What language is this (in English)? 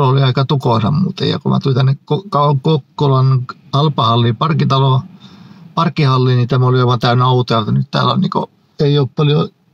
Finnish